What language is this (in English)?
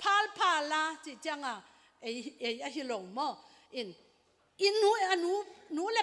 Tedim Chin